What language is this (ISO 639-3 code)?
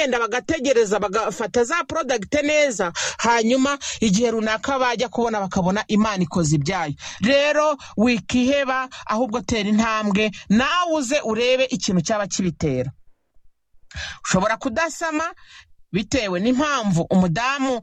kin